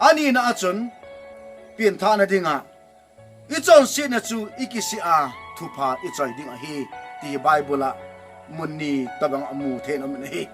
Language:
Thado Chin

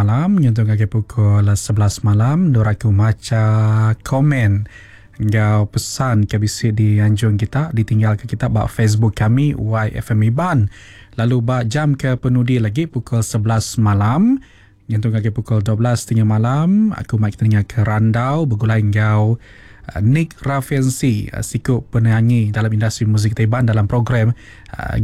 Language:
Iban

